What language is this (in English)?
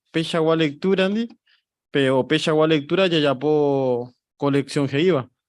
Guarani